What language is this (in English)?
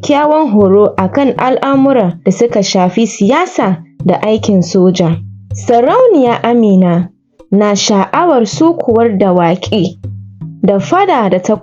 Hausa